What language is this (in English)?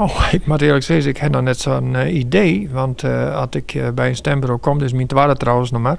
Western Frisian